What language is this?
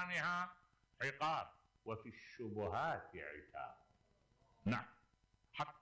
Mesopotamian Arabic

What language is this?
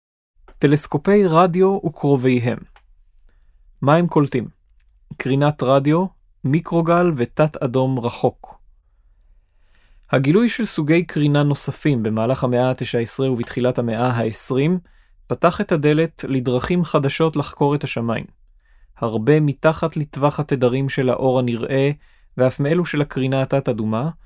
Hebrew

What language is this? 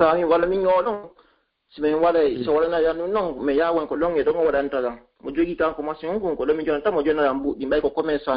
Fula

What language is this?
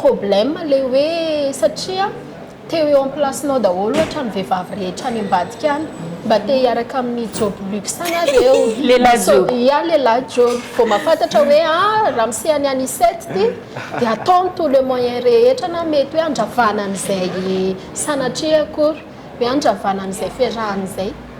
Malagasy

